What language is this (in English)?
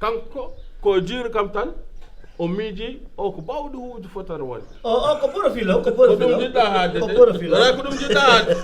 Fula